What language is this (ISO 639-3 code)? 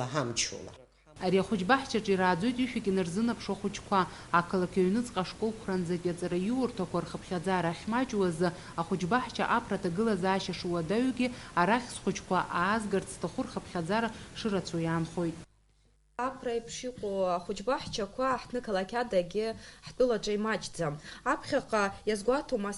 abk